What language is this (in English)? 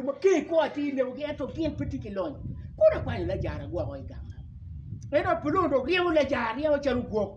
Acoli